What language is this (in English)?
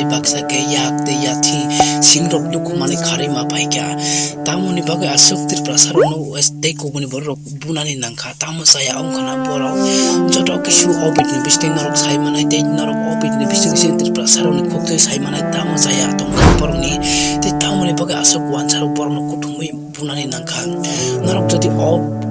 Kok Borok